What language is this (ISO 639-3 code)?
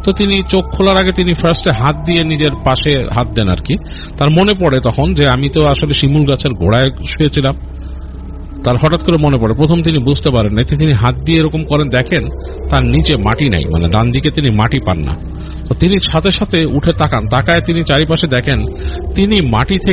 ben